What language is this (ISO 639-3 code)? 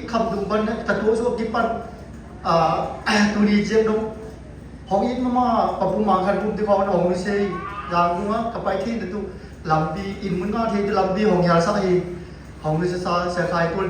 csy